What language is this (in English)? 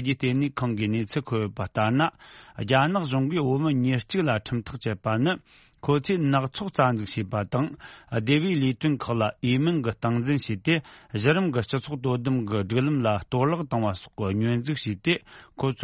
Tibetan